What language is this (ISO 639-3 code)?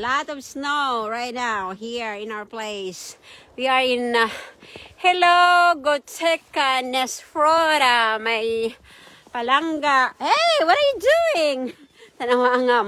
hil